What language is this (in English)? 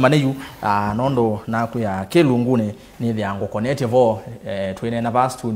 Kamba